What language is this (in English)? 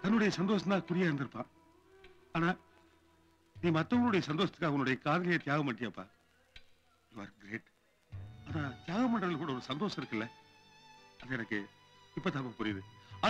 Tamil